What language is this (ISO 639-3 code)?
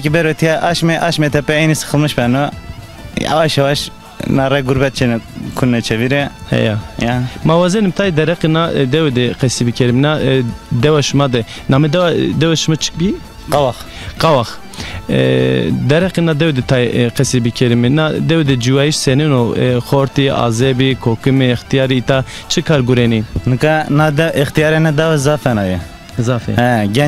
zza